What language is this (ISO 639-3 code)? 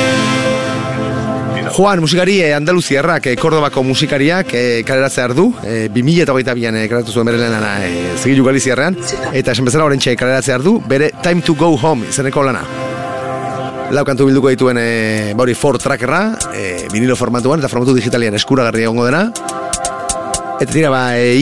eus